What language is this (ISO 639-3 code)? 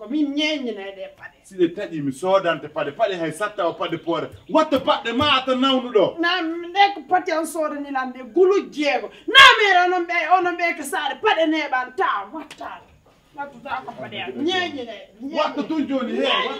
fuf